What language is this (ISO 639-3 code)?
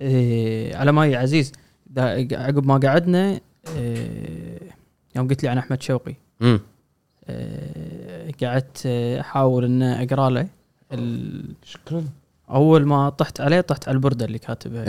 afb